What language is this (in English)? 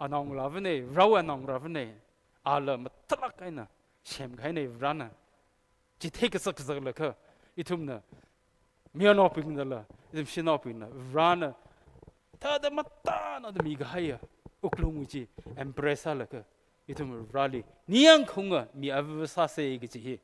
Tangkhul Naga (India)